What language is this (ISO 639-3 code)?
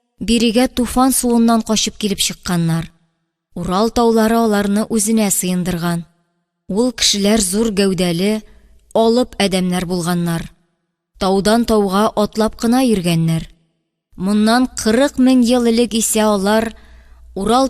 tat